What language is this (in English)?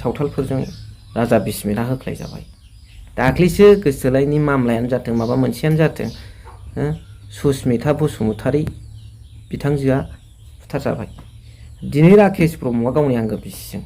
Bodo